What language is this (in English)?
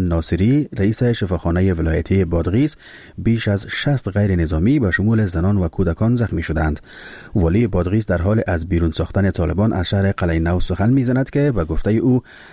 Persian